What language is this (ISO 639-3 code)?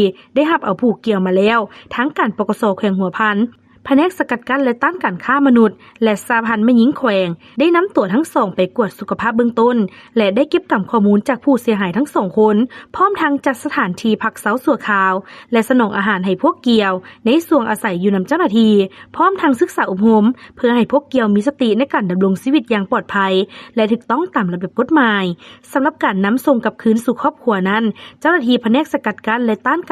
lao